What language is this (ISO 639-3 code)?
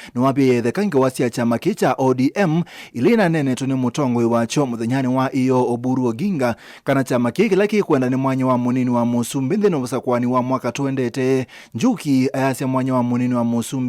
kam